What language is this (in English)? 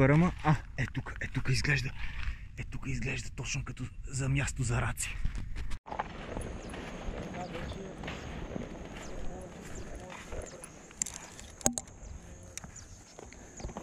Bulgarian